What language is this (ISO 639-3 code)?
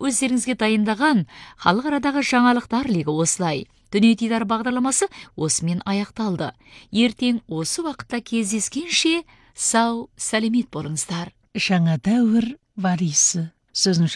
kaz